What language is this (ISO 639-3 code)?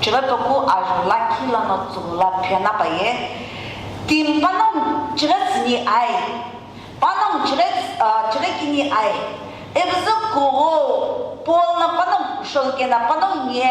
nsm